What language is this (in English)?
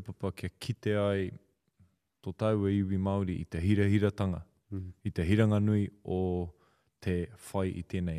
Māori